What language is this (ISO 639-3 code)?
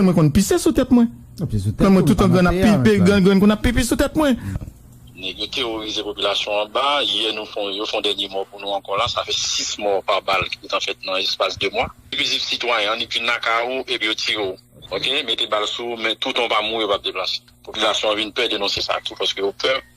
hat